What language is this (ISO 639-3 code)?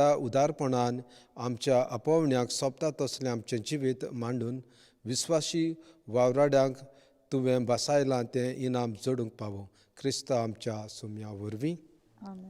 kok